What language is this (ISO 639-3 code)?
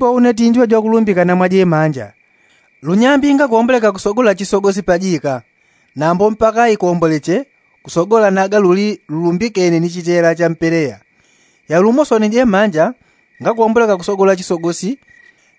yao